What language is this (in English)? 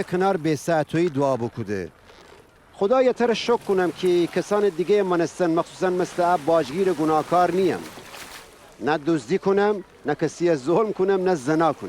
Gilaki